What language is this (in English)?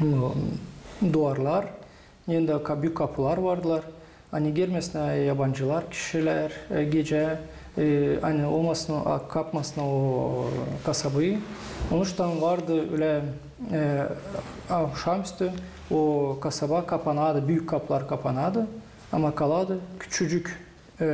Gagauz